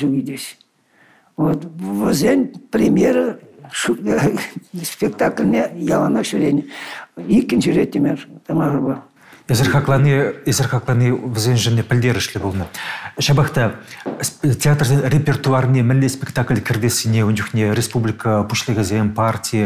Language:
Chuvash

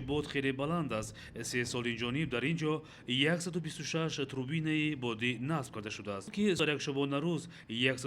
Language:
Tajik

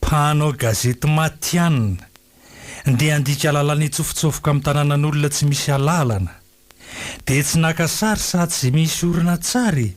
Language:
Malagasy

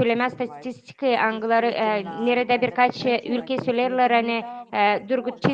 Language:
Gagauz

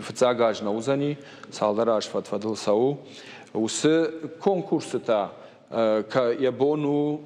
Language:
Ossetic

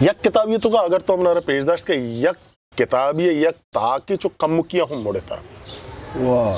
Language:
Eastern Balochi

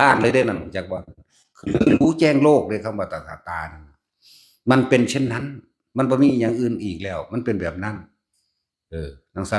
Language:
Northeastern Thai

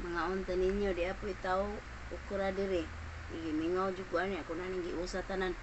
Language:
Cebuano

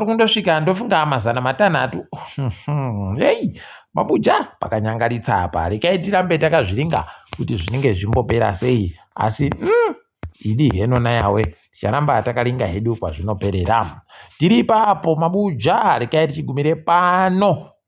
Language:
Ndau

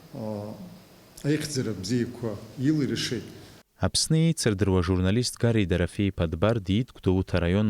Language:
Abkhazian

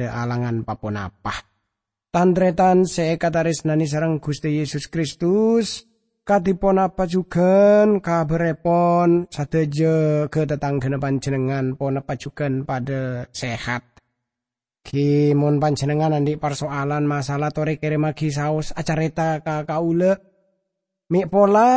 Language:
Madurese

